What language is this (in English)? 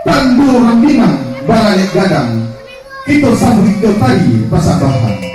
Minangkabau